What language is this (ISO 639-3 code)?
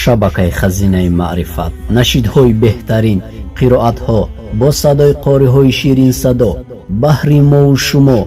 tgk